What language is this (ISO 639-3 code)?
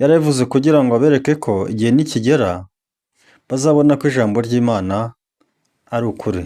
kin